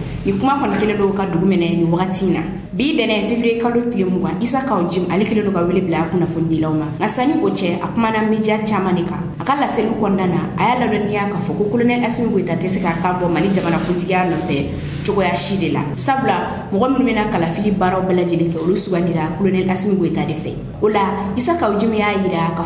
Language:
Bambara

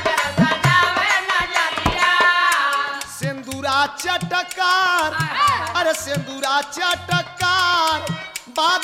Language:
Bhojpuri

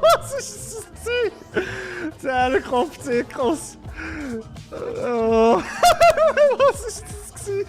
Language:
Swiss German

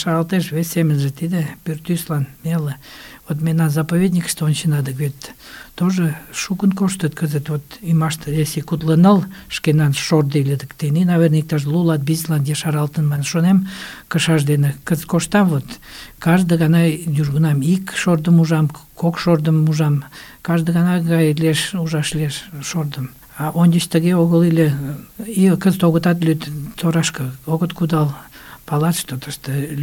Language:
Mari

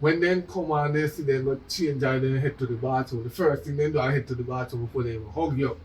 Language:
Jamaican Creole English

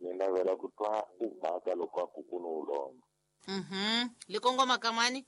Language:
Tsonga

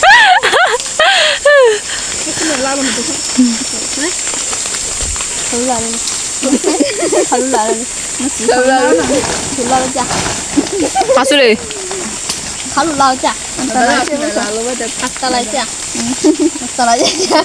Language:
Lahu Shi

